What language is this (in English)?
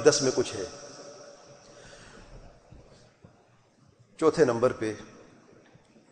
Urdu